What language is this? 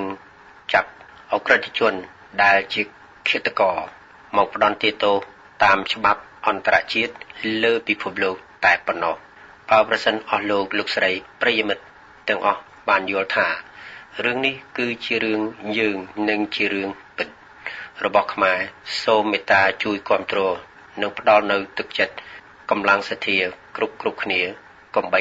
Khmer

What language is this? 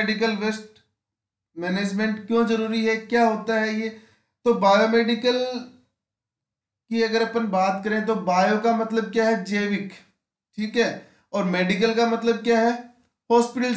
Hindi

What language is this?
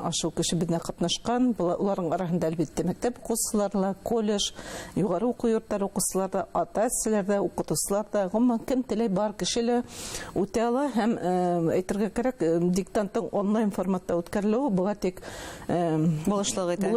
Bashkir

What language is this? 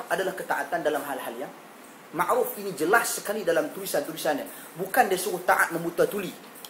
Malay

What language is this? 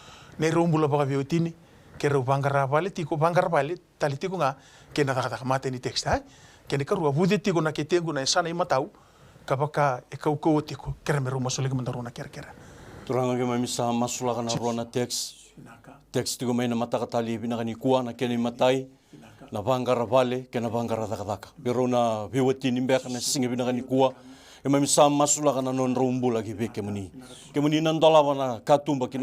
Fijian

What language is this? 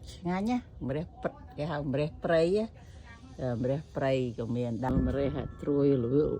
Khmer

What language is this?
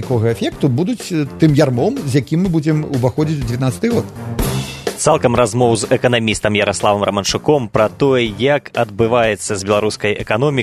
Belarusian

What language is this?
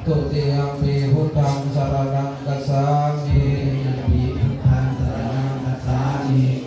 Lao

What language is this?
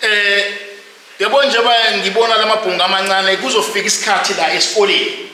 Zulu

